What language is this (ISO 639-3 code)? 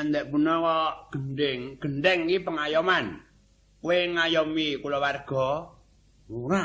jav